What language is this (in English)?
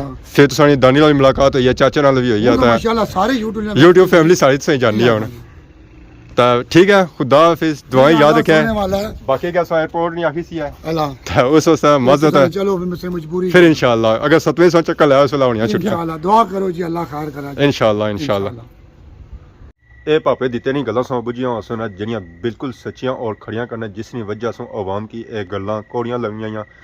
Pahari-Potwari